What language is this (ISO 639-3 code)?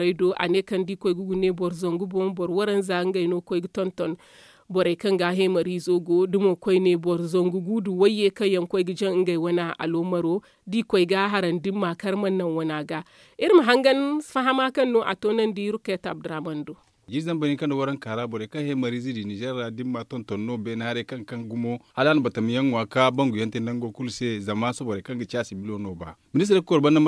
dje